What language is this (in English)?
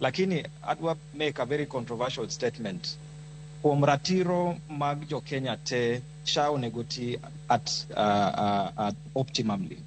Luo (Kenya and Tanzania)